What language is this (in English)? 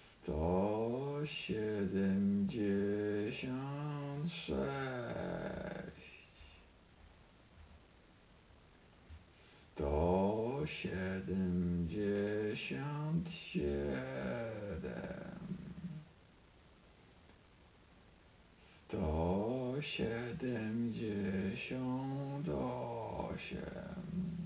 Polish